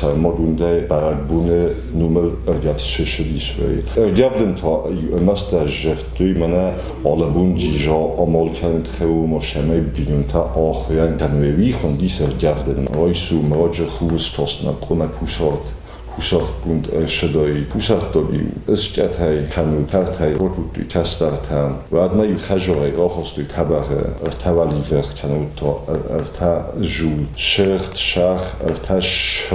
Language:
Ossetic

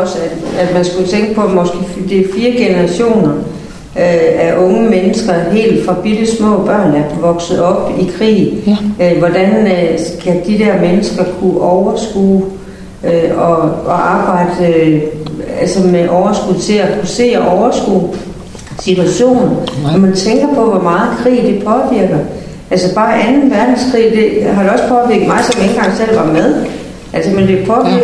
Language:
Danish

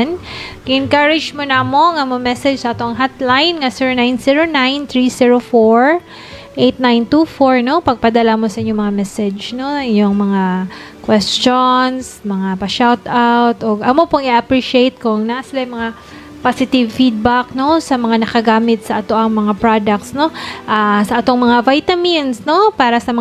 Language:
Cebuano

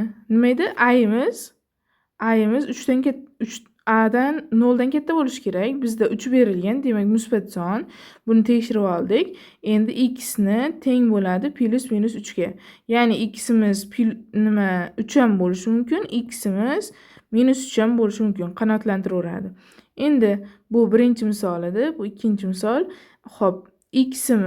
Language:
Uzbek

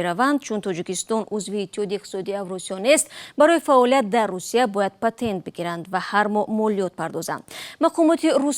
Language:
Tajik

